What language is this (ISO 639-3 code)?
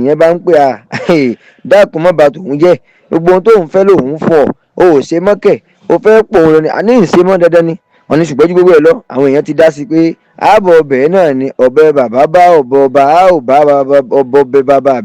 yor